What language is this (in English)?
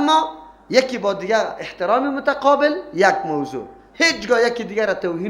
Persian